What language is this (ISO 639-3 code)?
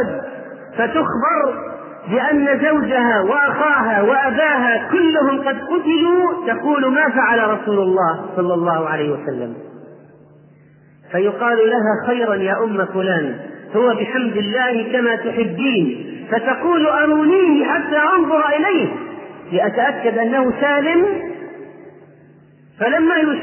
ara